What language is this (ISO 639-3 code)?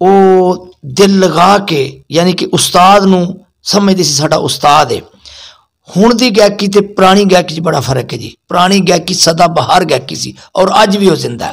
skr